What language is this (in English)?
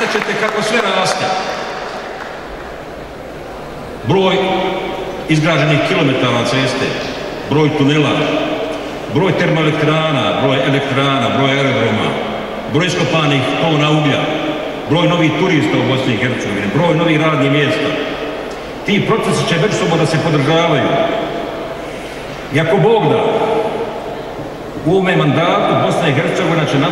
Bosnian